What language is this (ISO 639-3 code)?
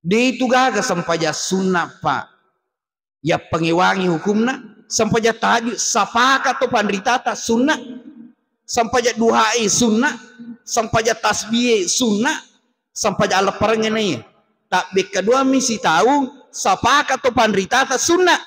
bug